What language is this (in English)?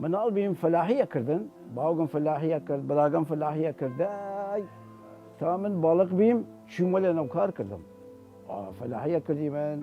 Southern Kurdish